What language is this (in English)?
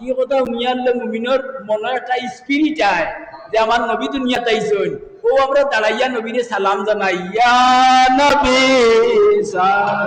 Sylheti